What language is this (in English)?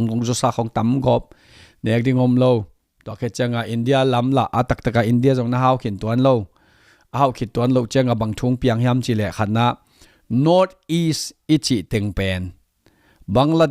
Tedim Chin